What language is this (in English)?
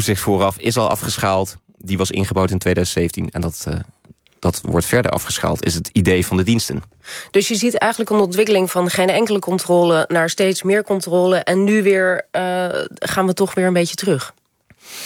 Dutch